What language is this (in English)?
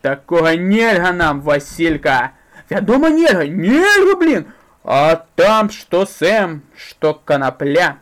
Belarusian